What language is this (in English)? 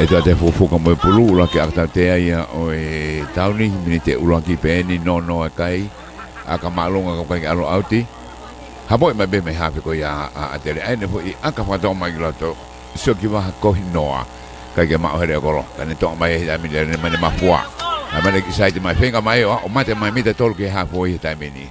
Tongan